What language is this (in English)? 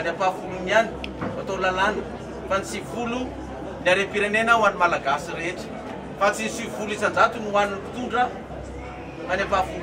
Malagasy